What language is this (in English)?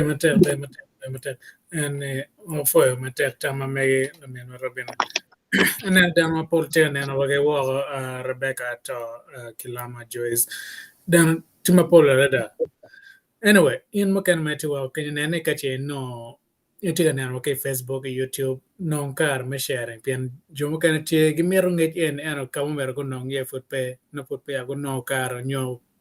Acoli